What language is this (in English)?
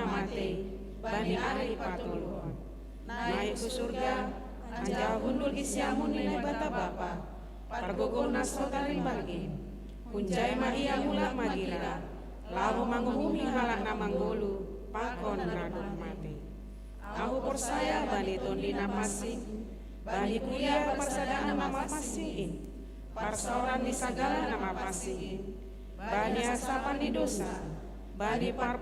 Batak Simalungun